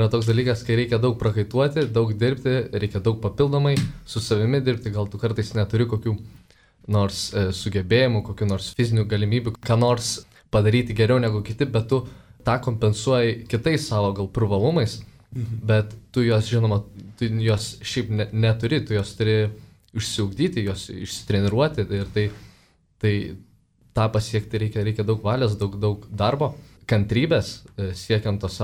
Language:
Lithuanian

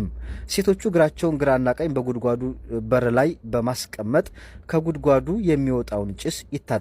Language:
Amharic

